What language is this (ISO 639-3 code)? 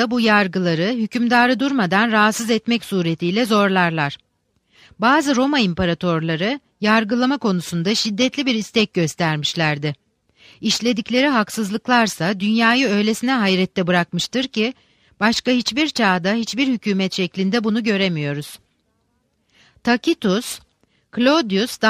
tur